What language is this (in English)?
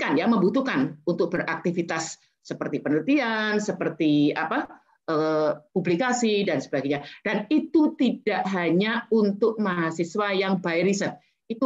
Indonesian